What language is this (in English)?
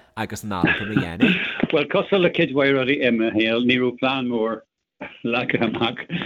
Irish